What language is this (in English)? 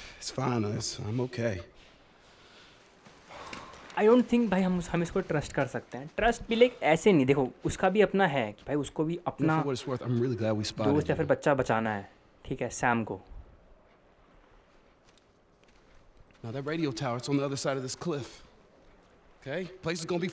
Hindi